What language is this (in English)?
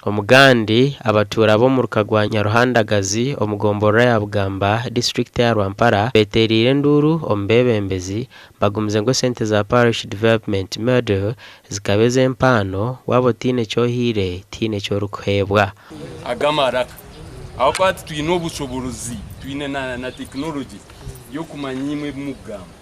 Nyankole